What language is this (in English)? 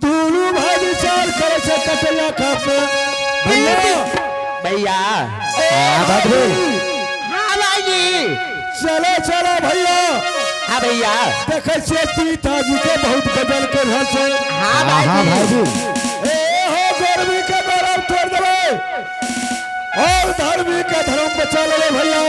Angika